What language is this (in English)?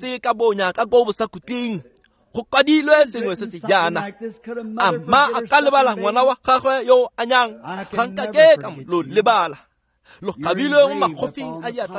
Tswana